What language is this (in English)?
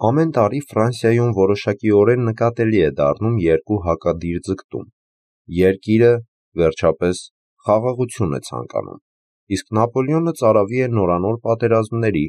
Armenian